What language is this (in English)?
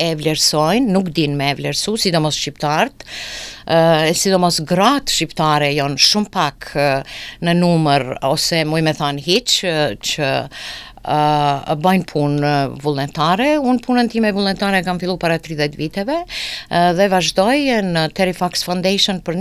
Albanian